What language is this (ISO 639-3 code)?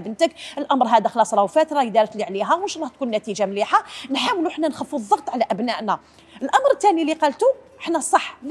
arq